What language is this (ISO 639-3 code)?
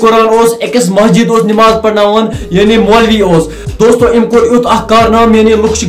kas